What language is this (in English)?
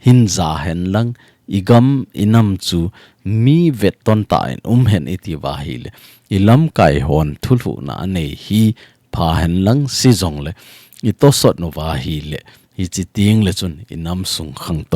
Thado Chin